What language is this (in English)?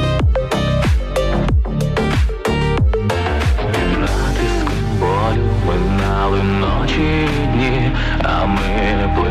Ukrainian